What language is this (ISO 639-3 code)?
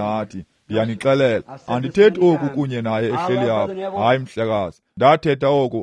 xho